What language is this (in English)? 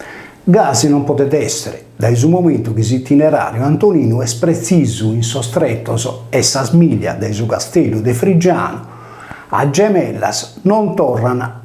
Sardinian